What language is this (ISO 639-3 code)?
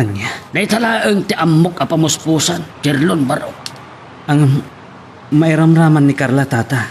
ilo